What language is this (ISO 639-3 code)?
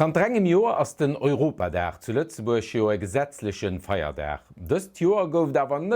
ltz